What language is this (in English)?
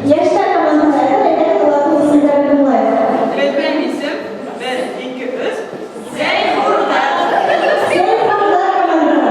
Bashkir